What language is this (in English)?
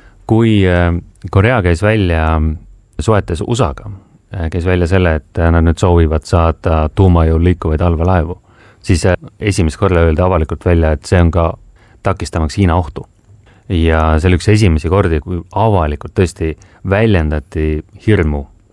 Estonian